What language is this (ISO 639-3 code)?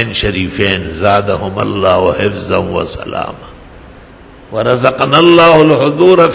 urd